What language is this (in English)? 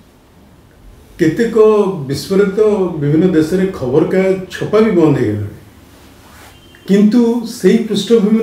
Odia